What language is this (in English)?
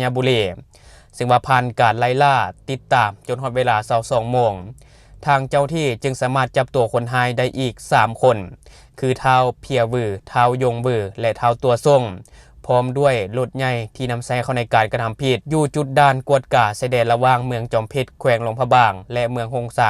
Lao